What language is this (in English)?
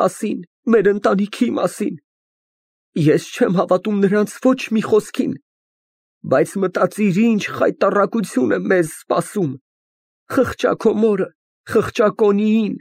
Armenian